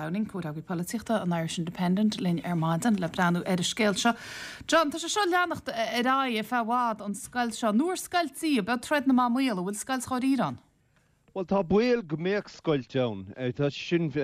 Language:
Irish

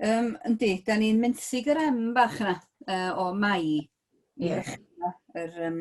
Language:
Welsh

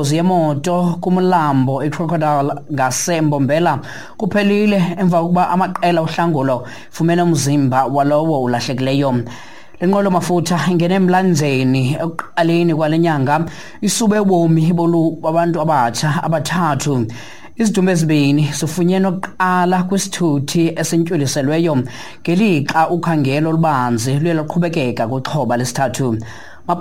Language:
Xhosa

